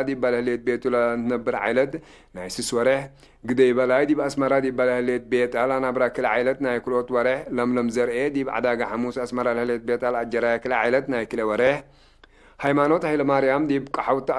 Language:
Tigre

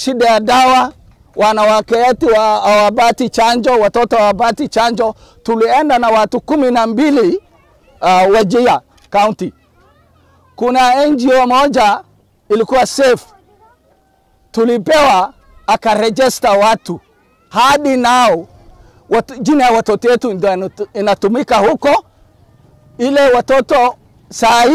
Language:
Swahili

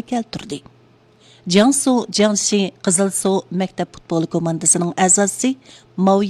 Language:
Uyghur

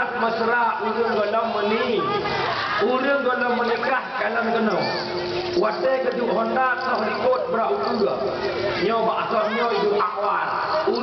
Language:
Achinese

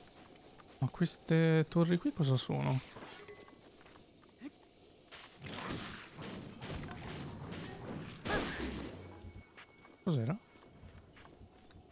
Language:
Italian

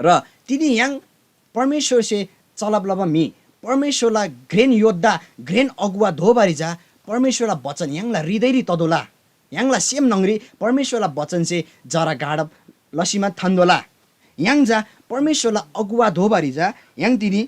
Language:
Eastern Tamang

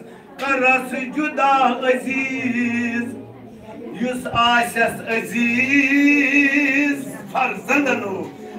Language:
Kashmiri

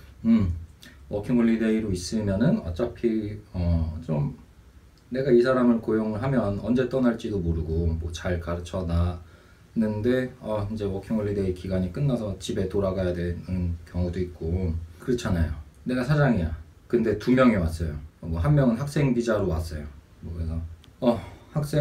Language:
Korean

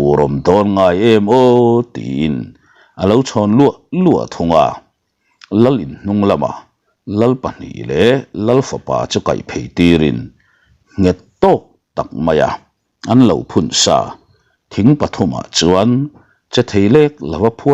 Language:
Mizo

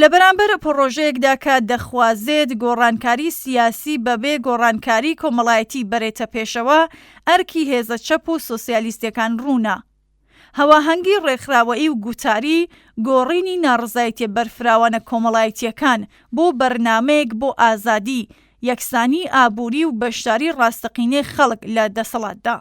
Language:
Central Kurdish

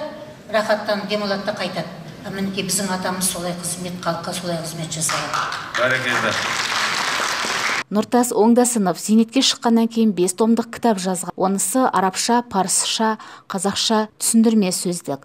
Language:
Kazakh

